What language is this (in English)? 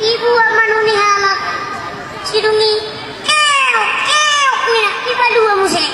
Batak Toba